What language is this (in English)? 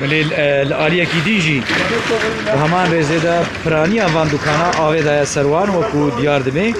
Kurdish